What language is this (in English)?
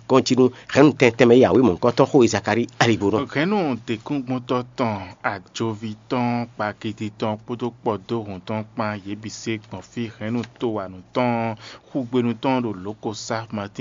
Fon